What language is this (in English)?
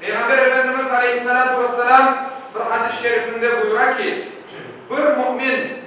Crimean Tatar